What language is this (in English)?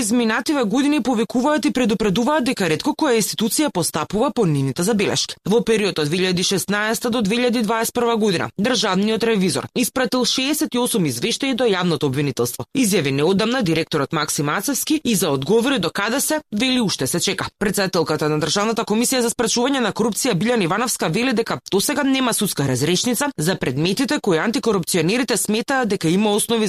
Macedonian